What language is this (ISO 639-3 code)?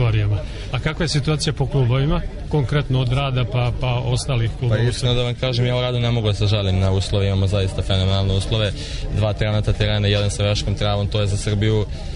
srp